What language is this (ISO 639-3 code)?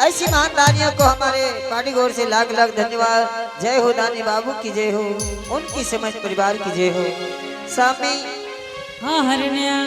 anp